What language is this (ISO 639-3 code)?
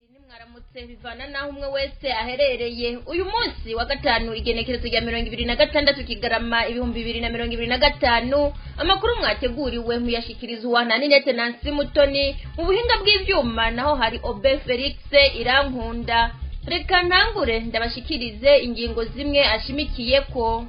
run